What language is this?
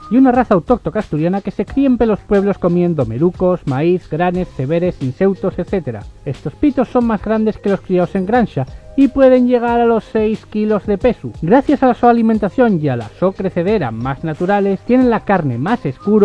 Asturian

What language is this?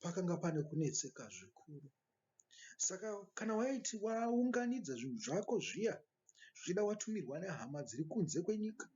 Shona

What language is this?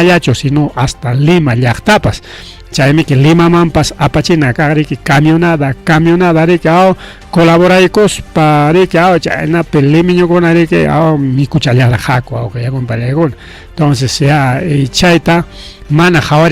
Ayacucho Quechua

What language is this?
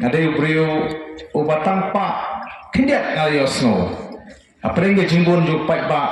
Khasi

